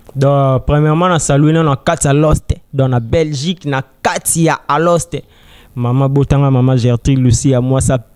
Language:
Lingala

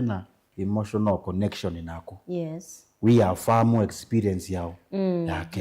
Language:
Kamba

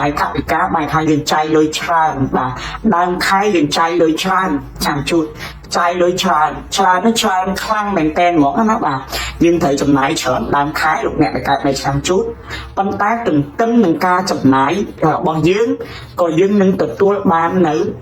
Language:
Khmer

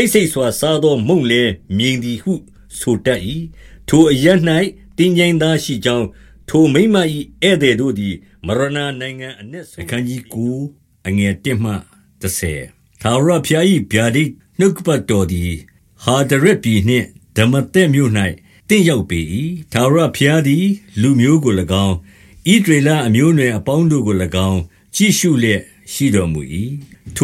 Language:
Burmese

